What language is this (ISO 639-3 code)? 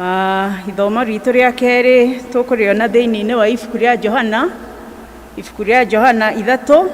kik